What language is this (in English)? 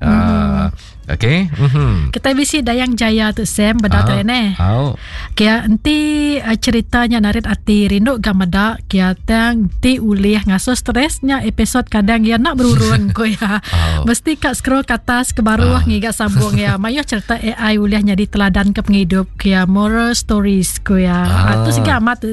Iban